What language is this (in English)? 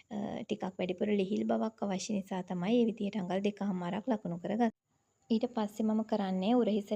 Sinhala